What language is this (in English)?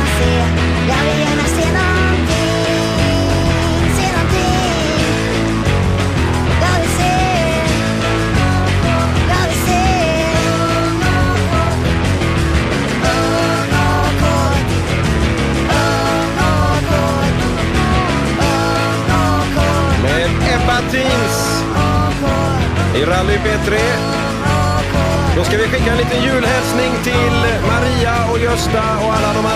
Swedish